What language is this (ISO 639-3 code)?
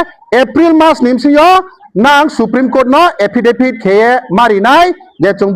ria